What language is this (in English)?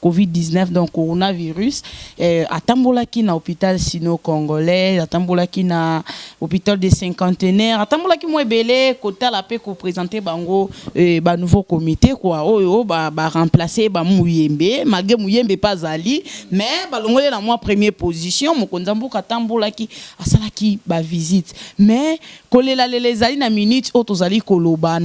Lingala